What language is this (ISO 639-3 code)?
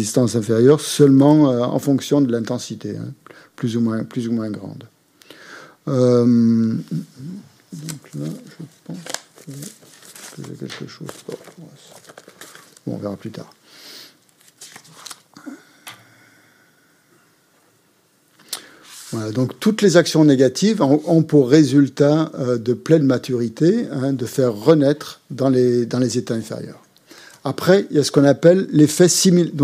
fra